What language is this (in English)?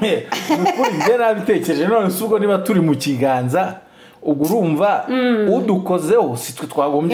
Kinyarwanda